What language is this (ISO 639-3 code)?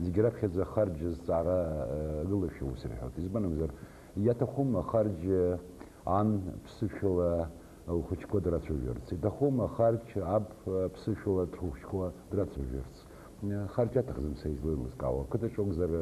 abk